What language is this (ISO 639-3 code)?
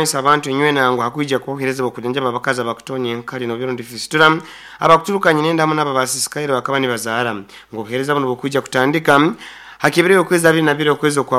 nyo